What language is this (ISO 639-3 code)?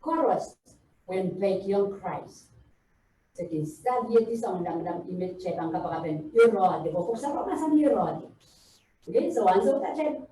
pon